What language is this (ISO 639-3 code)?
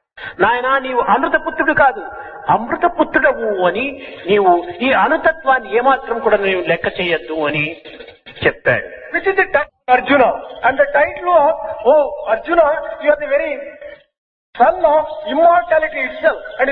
tel